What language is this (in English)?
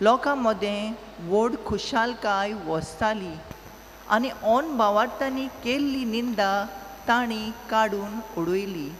Konkani